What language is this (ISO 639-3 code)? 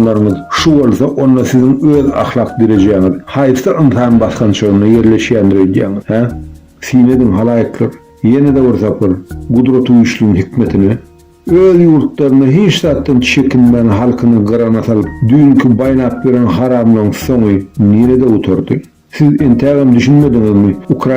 tuk